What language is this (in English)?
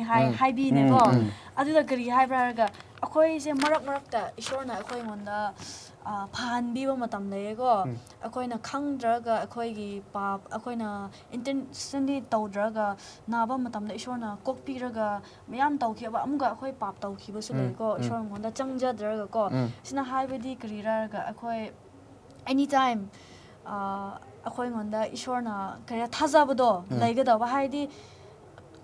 Manipuri